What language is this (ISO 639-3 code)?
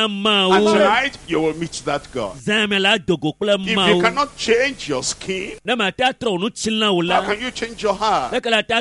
ewe